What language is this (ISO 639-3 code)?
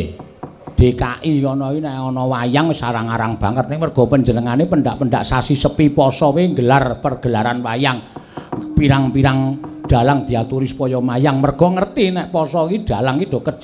jav